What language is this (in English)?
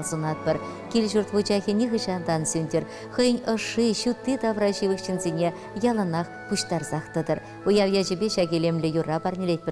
Chuvash